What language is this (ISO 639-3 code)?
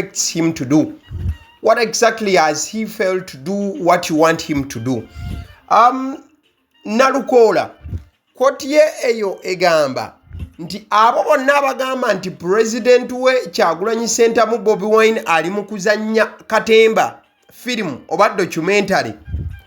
lug